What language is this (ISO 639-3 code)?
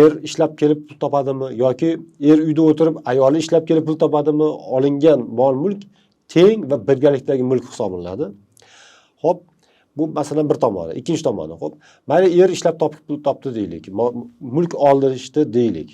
uzb